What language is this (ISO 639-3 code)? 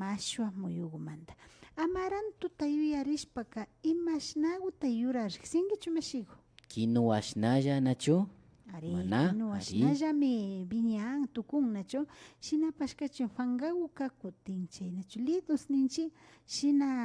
qvi